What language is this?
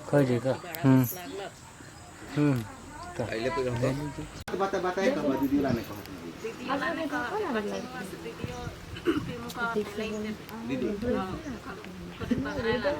Sadri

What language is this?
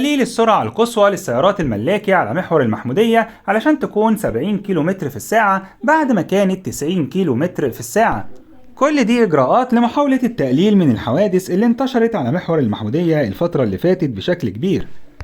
Egyptian Arabic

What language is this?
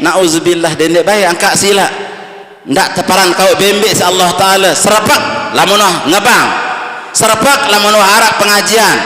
Sasak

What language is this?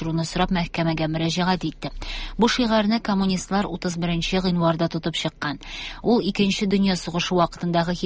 Tatar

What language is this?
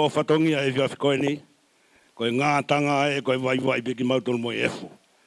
Tongan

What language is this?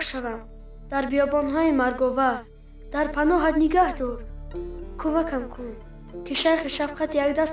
Tajik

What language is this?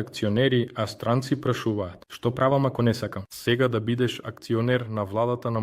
Macedonian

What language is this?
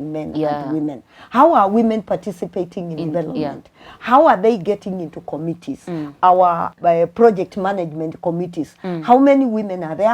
Kamba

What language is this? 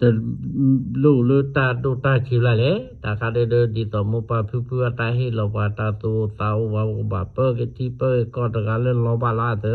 S'gaw Karen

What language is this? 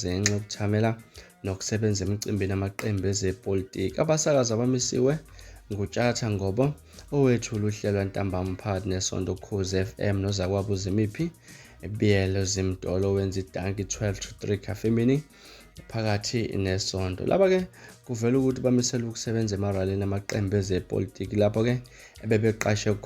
Zulu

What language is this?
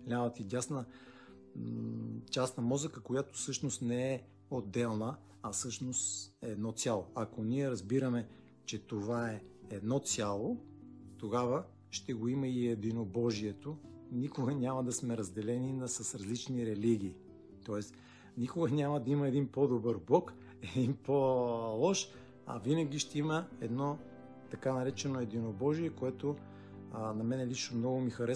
Bulgarian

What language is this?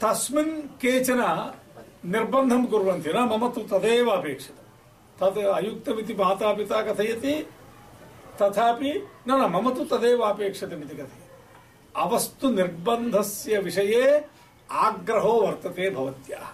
Sanskrit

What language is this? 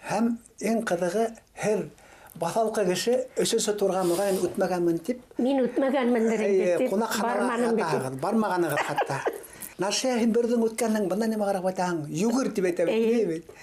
Bashkir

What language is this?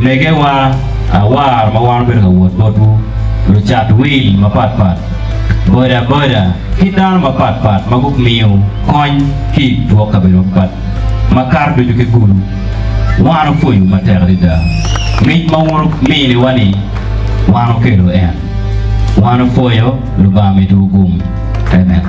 Acoli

